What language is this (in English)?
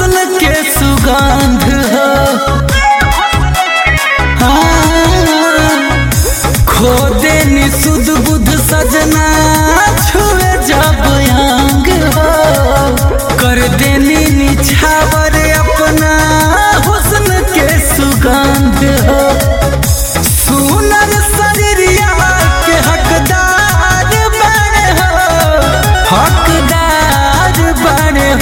Bhojpuri